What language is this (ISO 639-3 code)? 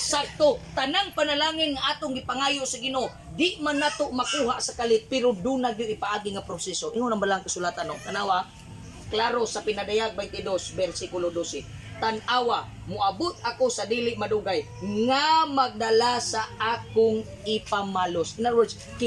ceb